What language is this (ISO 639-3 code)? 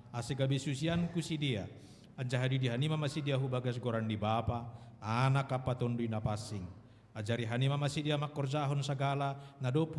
bts